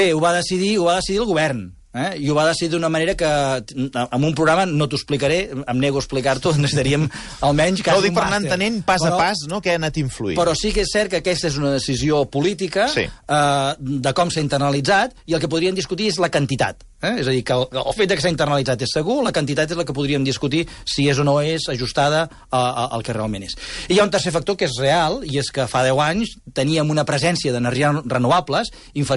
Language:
Catalan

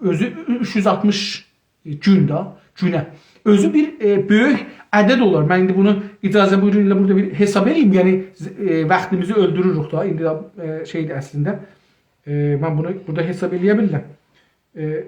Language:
South Azerbaijani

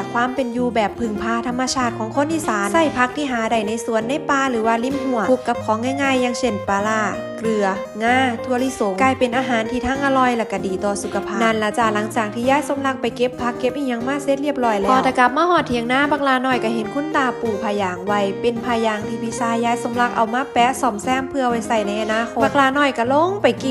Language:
Lao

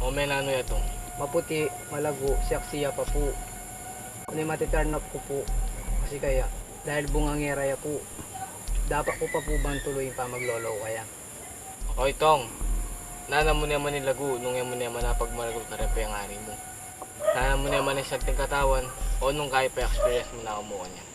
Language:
Pampanga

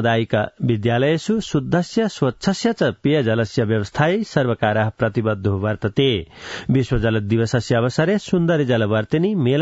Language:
Sanskrit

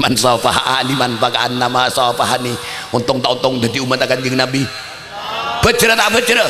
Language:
Madurese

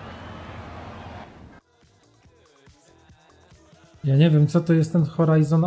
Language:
Polish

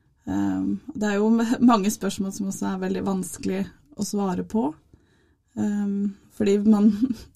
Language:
Norwegian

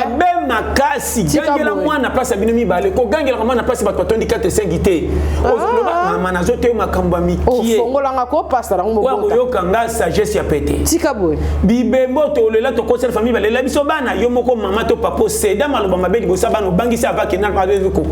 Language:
Lingala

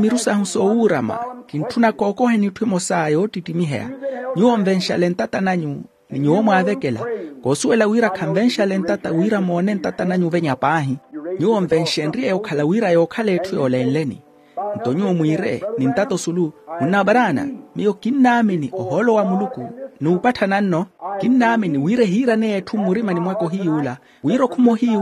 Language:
Makhuwa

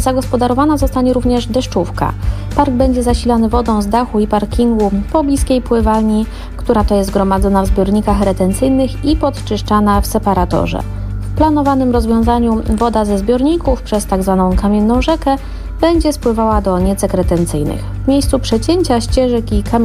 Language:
Polish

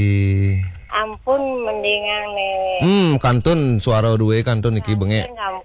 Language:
Balinese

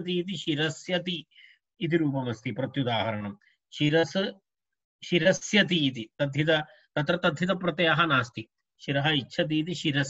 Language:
Sanskrit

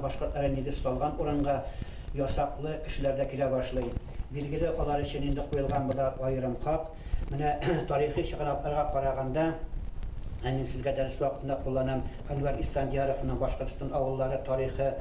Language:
Bashkir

